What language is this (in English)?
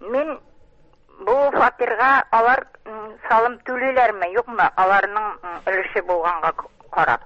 Tatar